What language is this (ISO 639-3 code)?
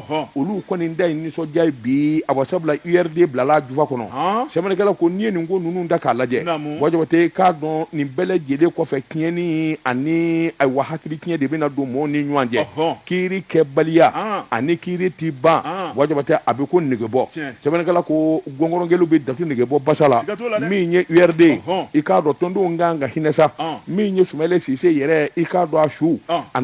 bam